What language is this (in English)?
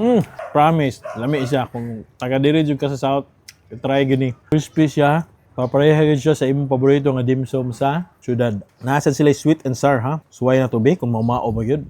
Cebuano